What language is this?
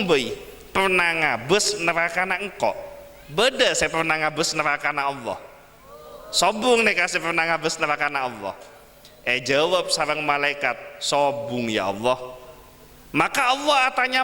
Madurese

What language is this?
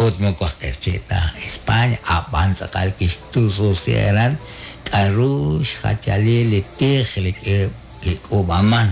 Kekchí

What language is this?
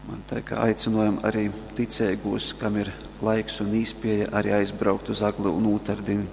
Latgalian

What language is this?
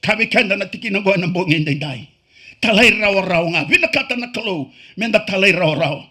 Fijian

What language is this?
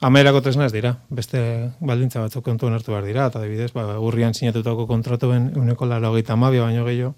Basque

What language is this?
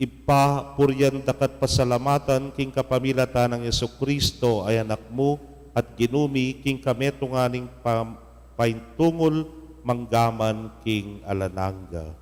Pampanga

